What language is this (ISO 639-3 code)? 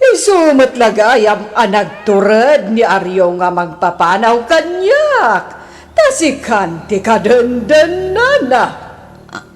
ilo